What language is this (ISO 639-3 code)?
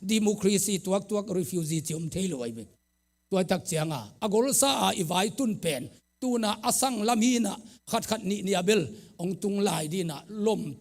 ctd